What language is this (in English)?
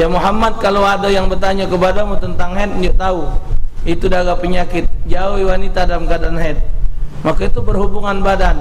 Musi